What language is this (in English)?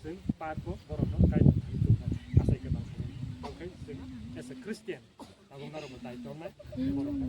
Kok Borok